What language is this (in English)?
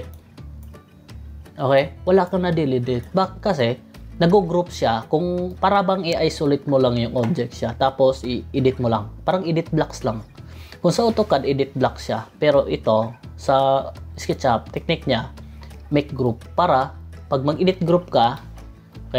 Filipino